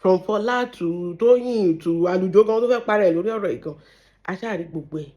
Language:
Yoruba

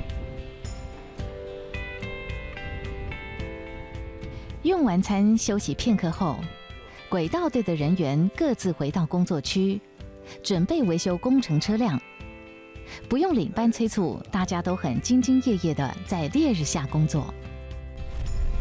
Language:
Chinese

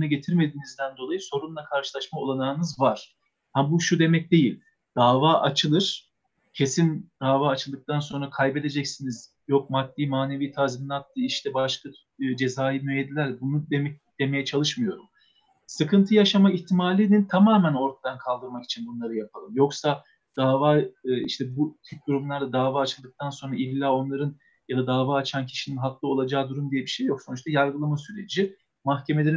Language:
Turkish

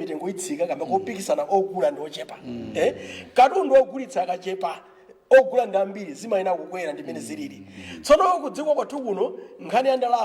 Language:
Nyanja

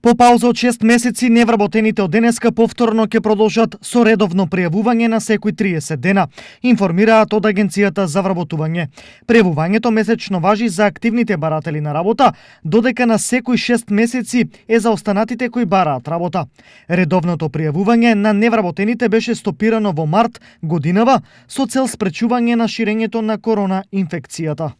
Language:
Macedonian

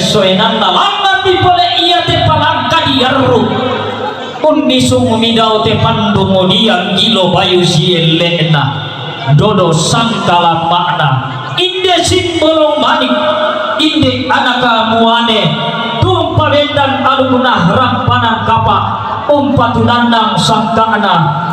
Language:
Toraja-Sa'dan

